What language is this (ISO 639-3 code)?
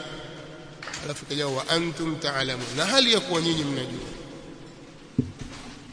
swa